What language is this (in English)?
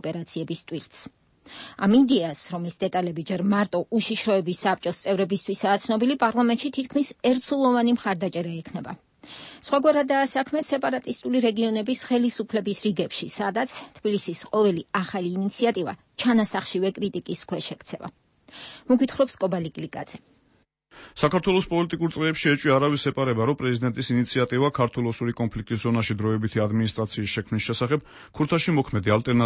Georgian